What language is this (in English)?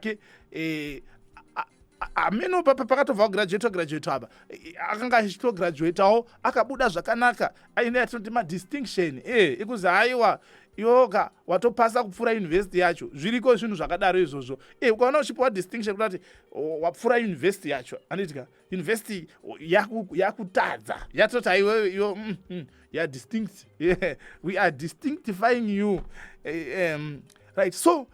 Shona